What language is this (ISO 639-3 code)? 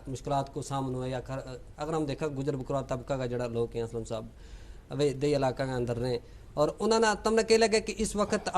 gju